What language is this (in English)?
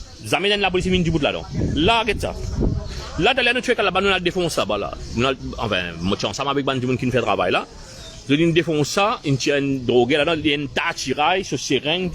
Morisyen